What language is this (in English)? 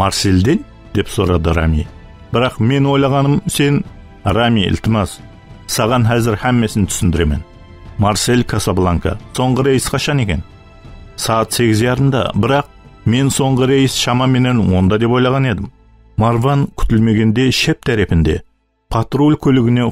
Kara-Kalpak